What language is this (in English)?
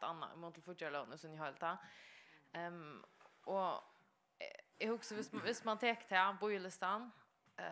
Faroese